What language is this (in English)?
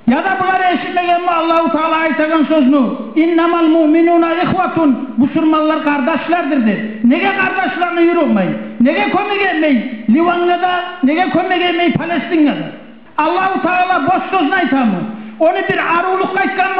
Kumyk